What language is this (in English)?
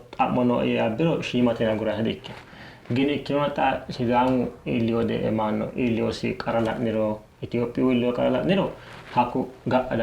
Sidamo